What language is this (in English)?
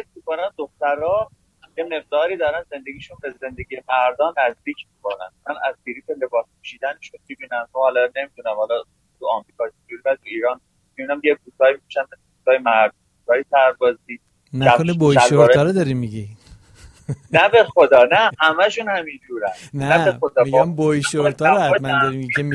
Persian